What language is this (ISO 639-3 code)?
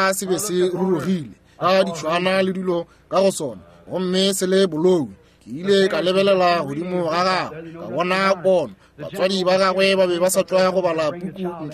nso